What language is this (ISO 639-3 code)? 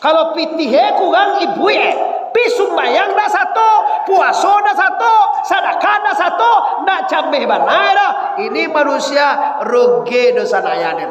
min